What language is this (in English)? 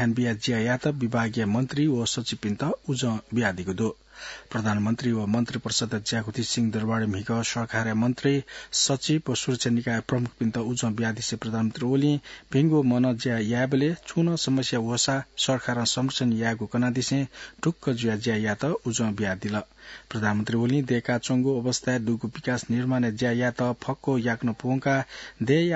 Newari